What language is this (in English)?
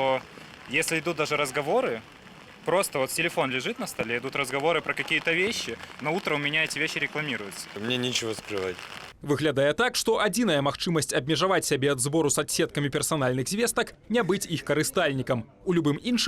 Belarusian